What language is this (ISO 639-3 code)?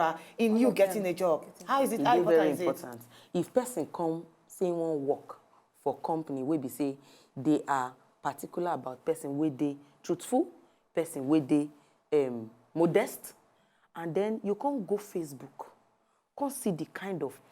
pcm